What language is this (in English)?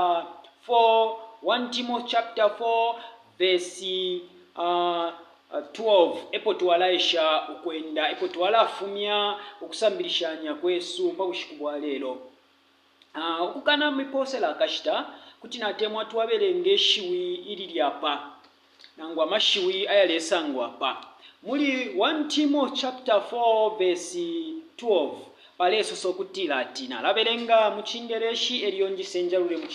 Bemba